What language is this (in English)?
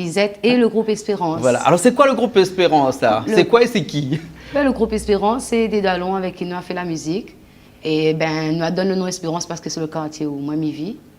Réunion Creole French